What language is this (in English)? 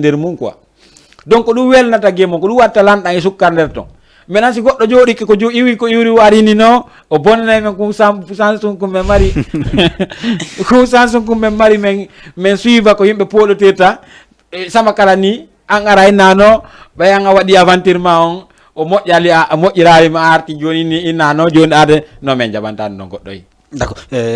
Fula